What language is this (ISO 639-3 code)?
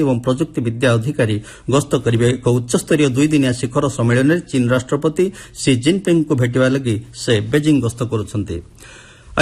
ori